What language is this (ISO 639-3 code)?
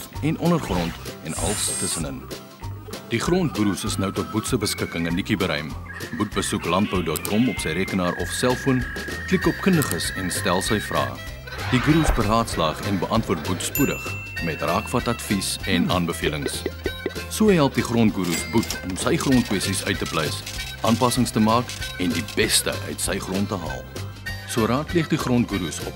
afr